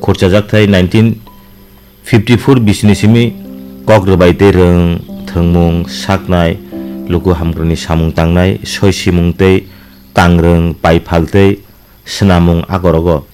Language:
Kok Borok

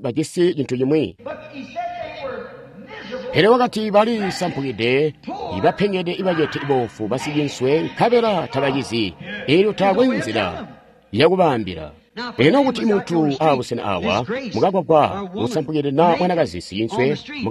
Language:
Tonga (Zambia)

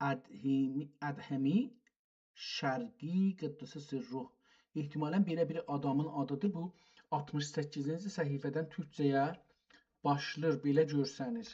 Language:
South Azerbaijani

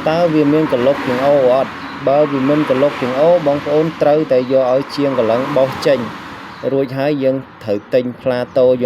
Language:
Khmer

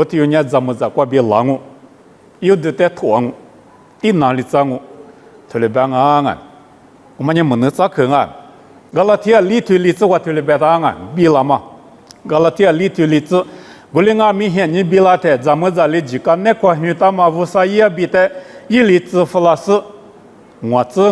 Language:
Lisu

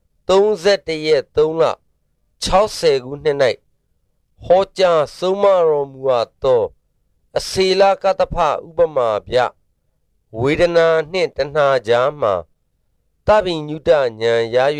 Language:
Burmese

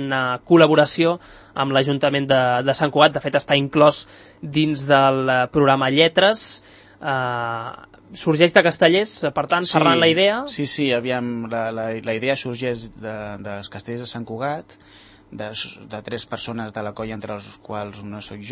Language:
Catalan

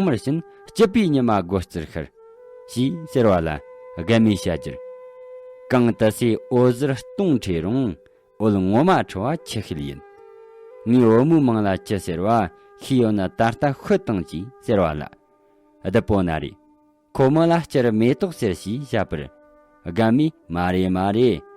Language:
Tibetan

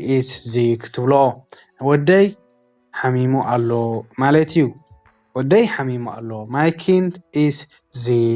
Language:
Tigrinya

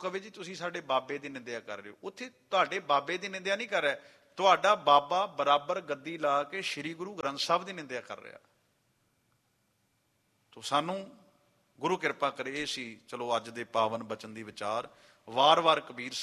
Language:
Punjabi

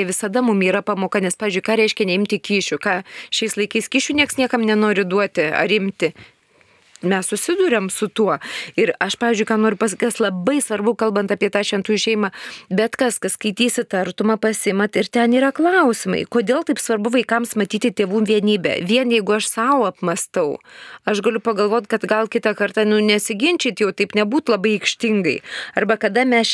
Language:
Lithuanian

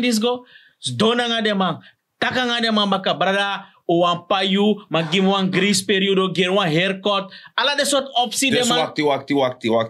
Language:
Sranan Tongo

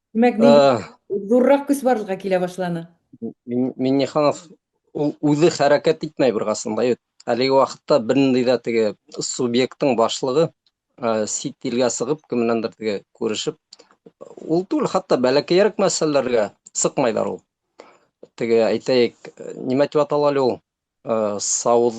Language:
Bashkir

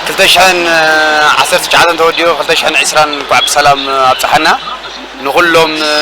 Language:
Tigrinya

